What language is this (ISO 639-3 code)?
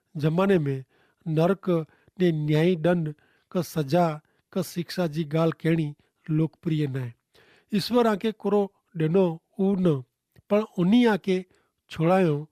kfr